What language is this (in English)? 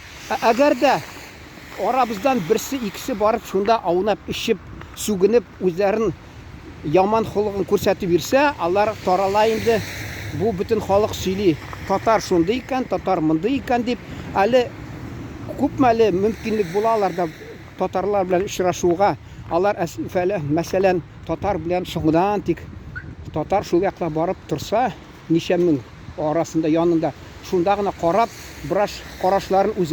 Tatar